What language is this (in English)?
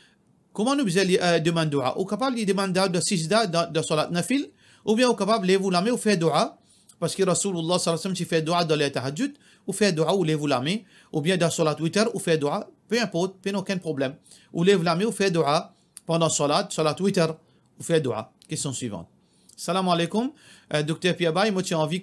Morisyen